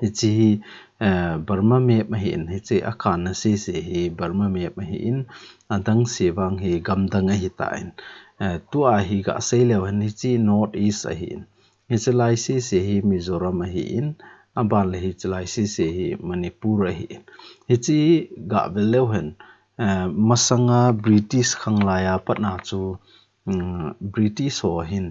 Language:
Thado Chin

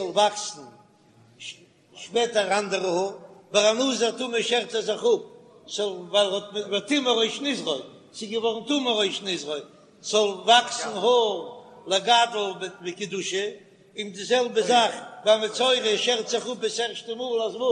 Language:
Yiddish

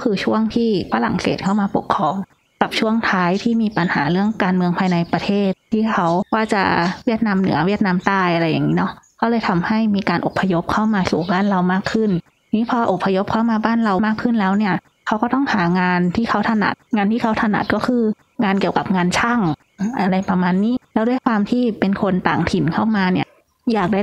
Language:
Thai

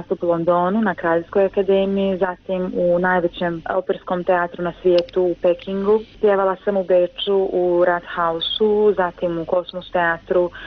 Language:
Croatian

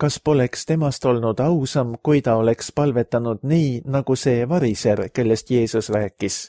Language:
Estonian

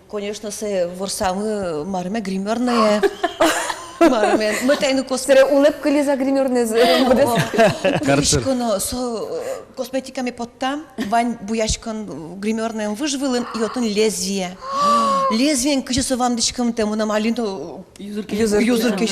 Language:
Udmurt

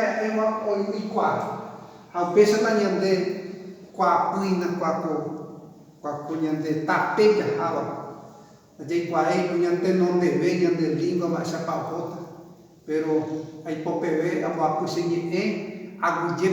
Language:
Guarani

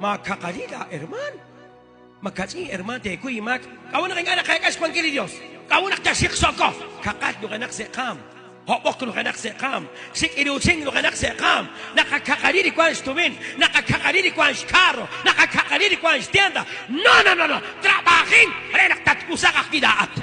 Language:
Kekchí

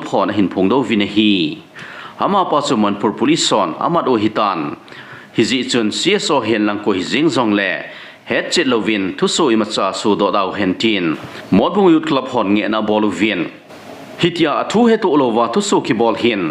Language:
Thado Chin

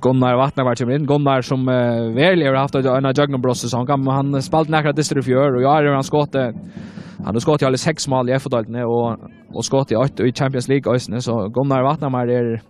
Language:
Faroese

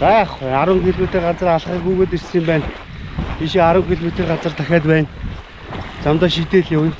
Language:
Mongolian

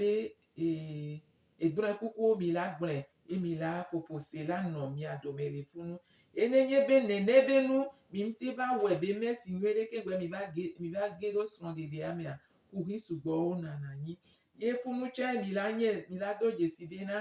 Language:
Gen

